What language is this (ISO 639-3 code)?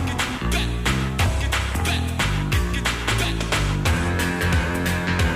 pol